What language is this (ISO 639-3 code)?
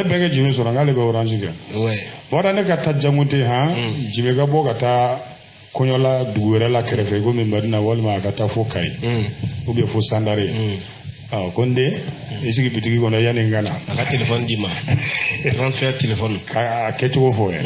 bam